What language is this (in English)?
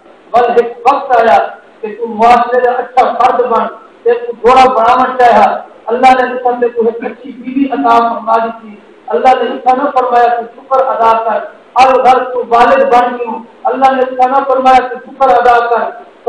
Saraiki